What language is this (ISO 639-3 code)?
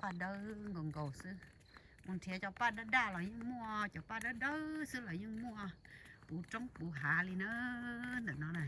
hmn